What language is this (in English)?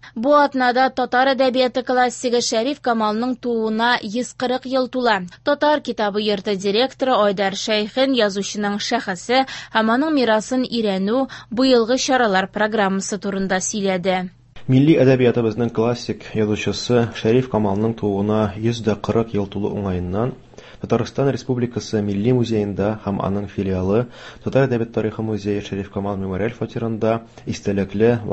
Tatar